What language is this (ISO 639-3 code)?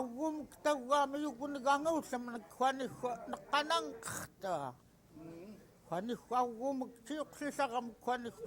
esu